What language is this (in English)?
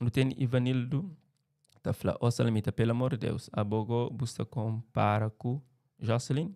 Kabuverdianu